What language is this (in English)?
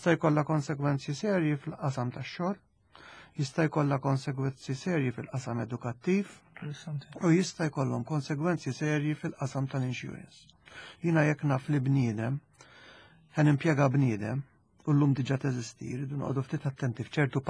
Maltese